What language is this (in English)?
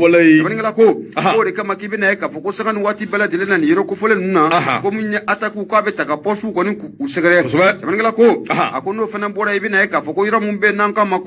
Bambara